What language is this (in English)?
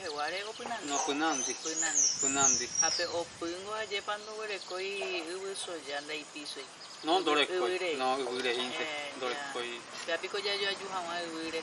Guarani